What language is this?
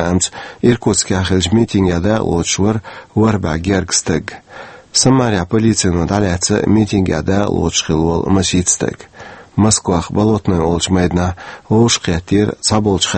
Chechen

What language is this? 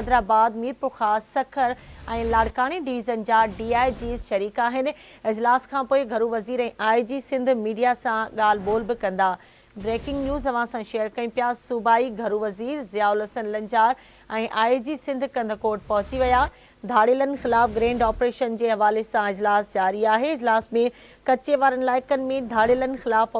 Sindhi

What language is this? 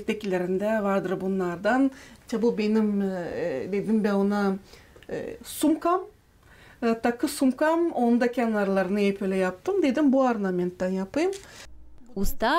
Gagauz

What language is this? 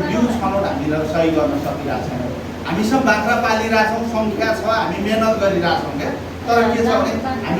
Nepali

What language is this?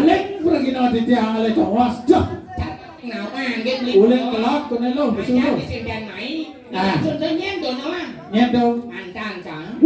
Balinese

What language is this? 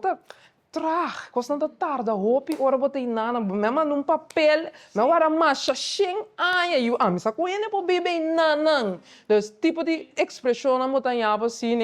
Papiamento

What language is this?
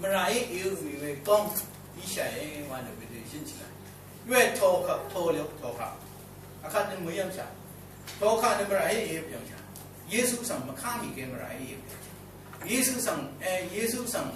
Rawang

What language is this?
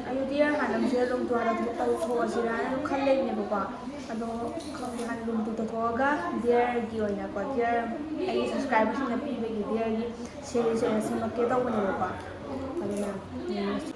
Manipuri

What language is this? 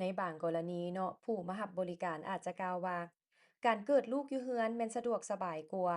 Lao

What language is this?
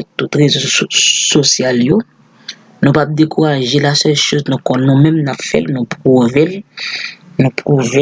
Haitian Creole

